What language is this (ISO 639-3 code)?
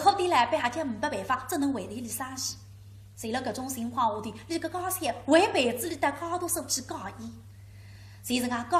wuu